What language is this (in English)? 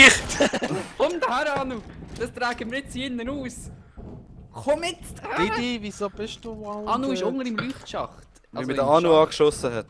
Swiss German